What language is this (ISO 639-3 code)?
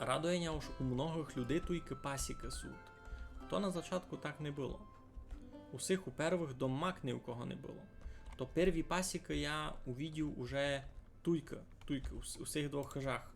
rue